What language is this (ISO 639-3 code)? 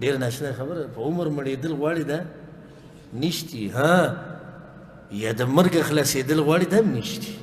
pus